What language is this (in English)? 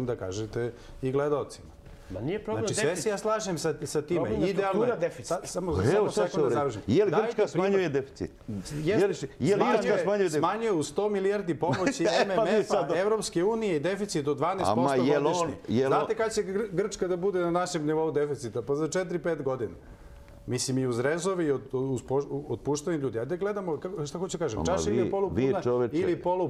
Serbian